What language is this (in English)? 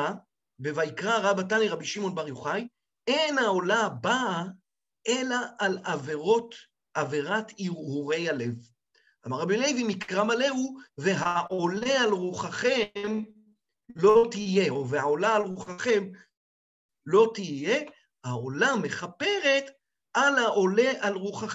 Hebrew